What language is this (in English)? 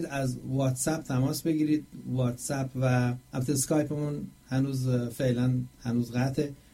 Persian